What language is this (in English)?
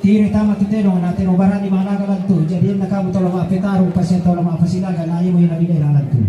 Toraja-Sa'dan